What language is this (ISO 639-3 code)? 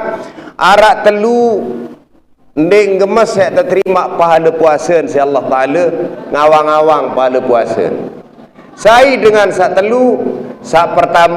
sas